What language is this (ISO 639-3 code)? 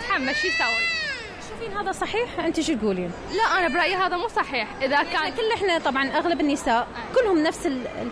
acm